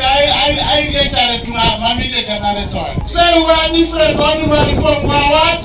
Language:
Teso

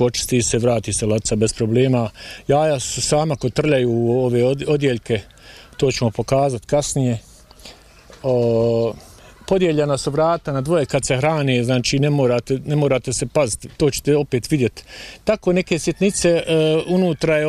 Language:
Bosnian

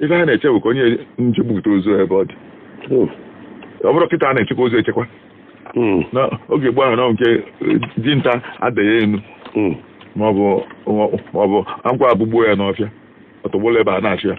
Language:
Igbo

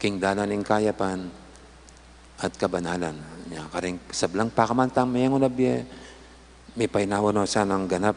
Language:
Pampanga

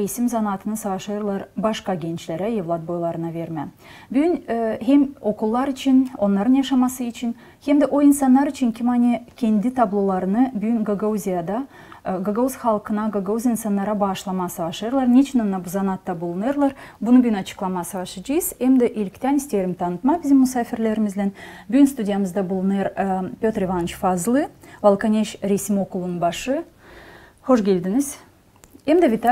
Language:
Gagauz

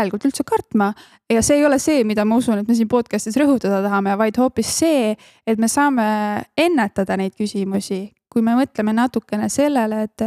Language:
Estonian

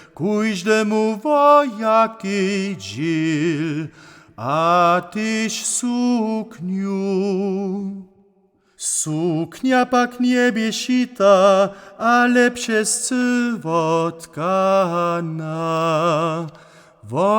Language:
Upper Sorbian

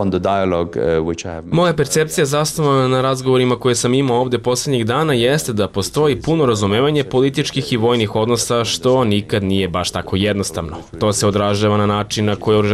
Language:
Serbian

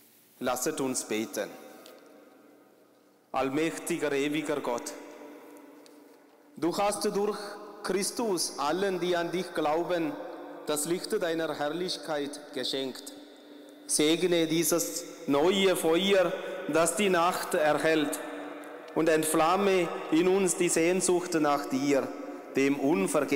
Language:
German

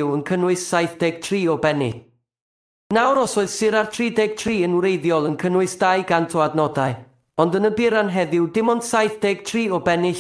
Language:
Welsh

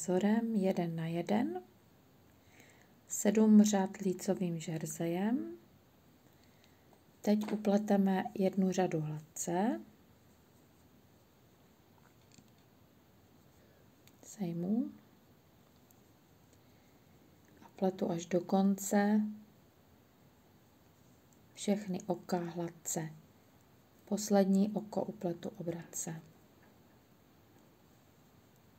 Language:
Czech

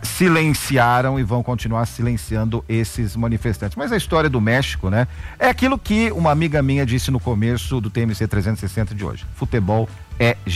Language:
Portuguese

